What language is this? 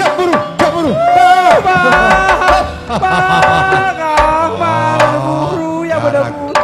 Madurese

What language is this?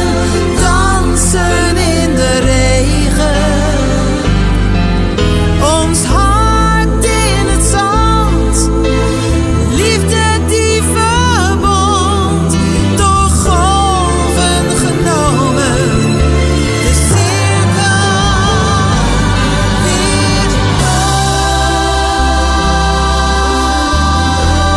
Dutch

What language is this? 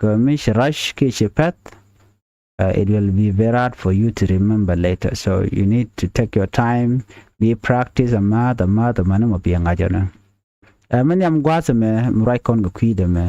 Nuer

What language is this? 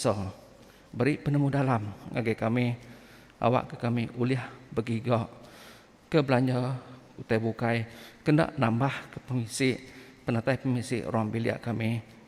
Iban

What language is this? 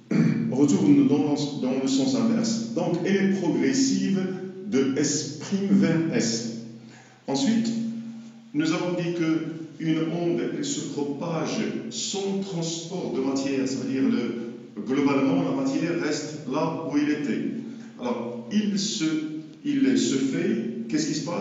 French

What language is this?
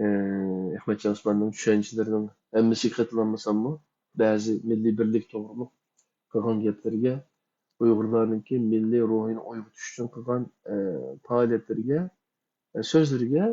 Uyghur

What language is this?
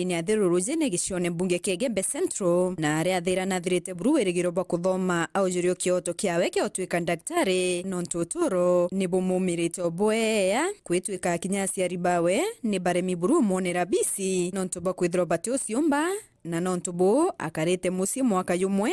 Meru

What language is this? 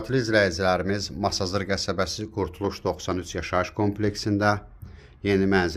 Azerbaijani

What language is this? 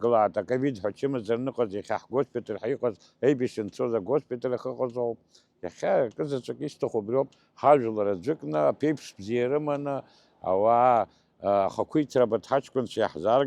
Abkhazian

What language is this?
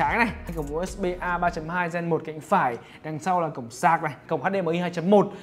Vietnamese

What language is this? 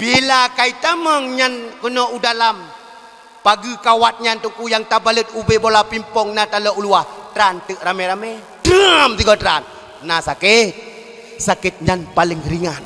Achinese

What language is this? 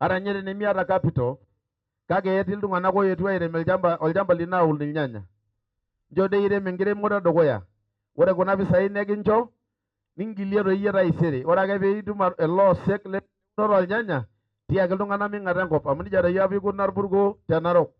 Masai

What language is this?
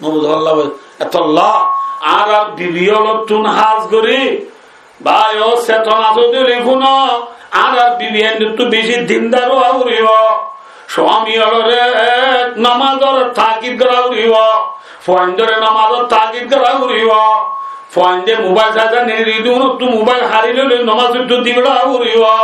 Rohingya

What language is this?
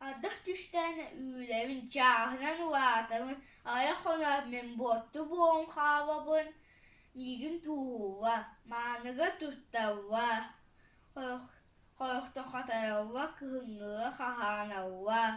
Yakut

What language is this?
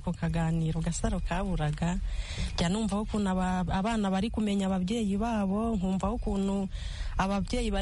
Kinyarwanda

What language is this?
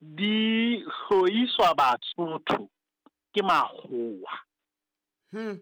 Southern Sotho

